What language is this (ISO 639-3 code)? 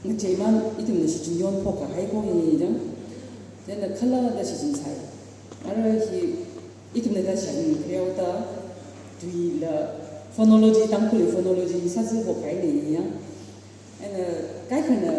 nmf